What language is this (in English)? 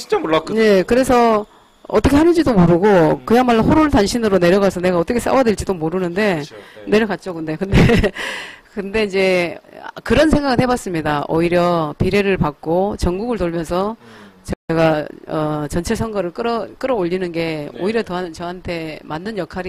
Korean